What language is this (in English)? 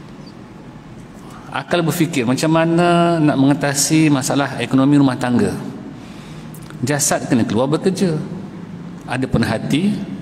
Malay